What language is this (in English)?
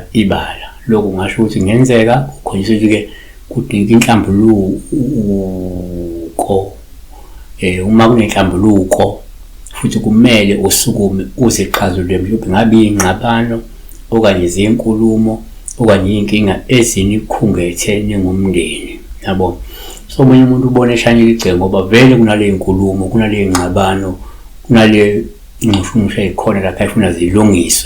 Zulu